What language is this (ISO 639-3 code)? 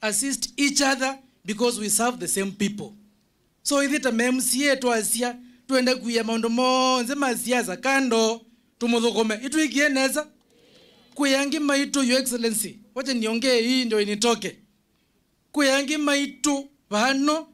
kam